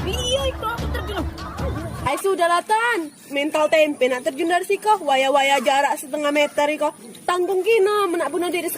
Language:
Musi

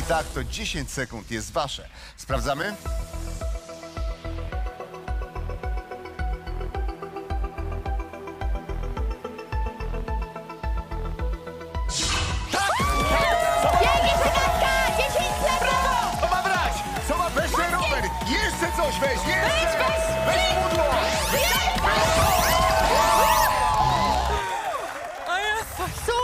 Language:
Polish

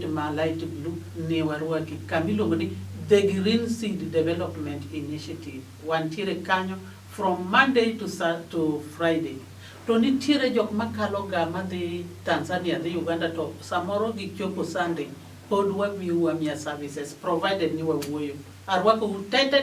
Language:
Luo (Kenya and Tanzania)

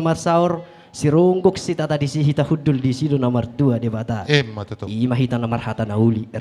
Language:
Batak Toba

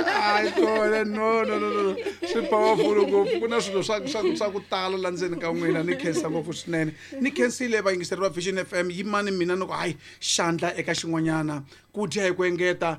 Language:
Tsonga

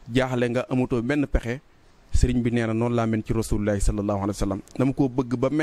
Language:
Wolof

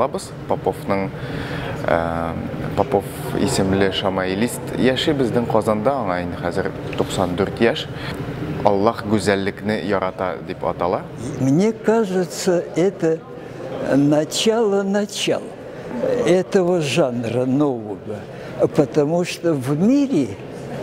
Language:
Tatar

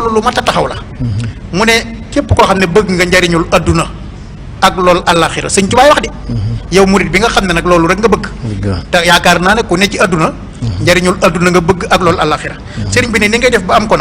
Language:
Wolof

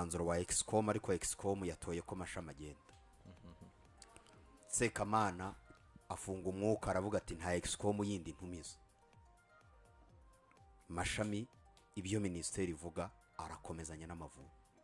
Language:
Kinyarwanda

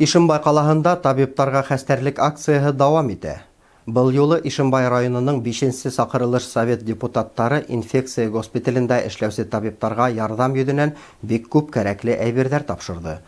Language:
Bashkir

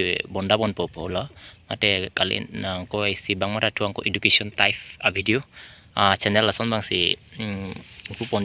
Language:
Karbi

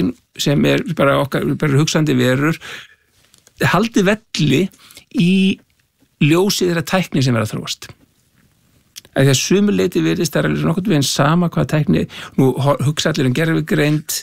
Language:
Icelandic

